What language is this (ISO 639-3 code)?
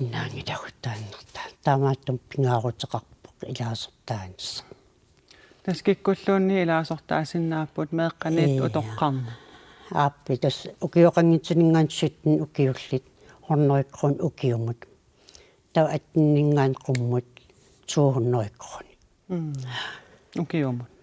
kal